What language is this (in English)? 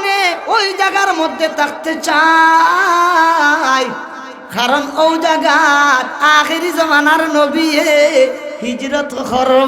Sylheti